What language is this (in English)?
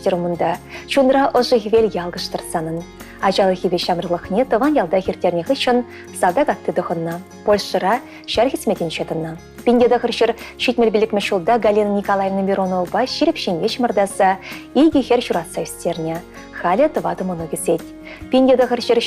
Chuvash